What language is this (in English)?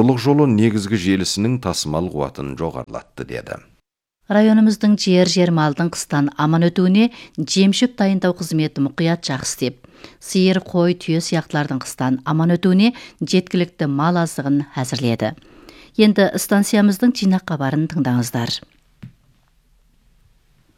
Kazakh